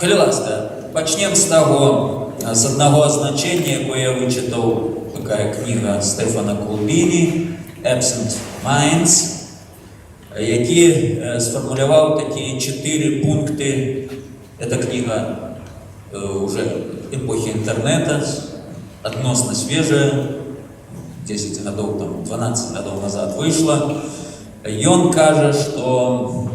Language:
Belarusian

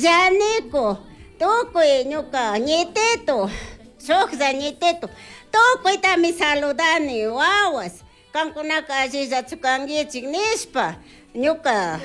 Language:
Chimborazo Highland Quichua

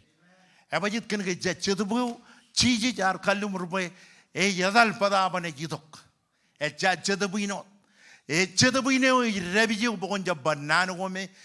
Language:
Marshallese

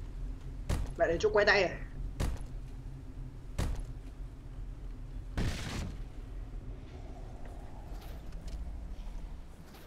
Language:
Vietnamese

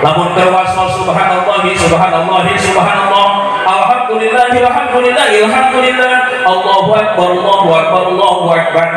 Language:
Sundanese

